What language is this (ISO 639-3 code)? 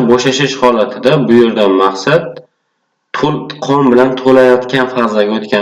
uzb